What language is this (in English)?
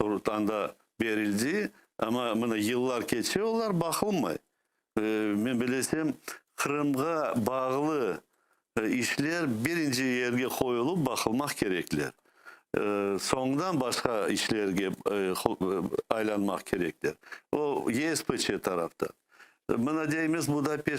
Crimean Tatar